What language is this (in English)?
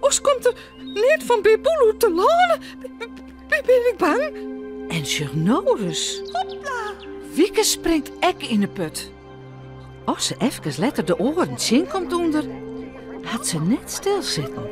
Western Frisian